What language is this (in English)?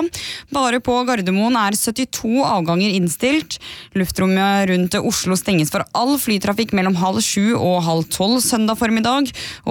Norwegian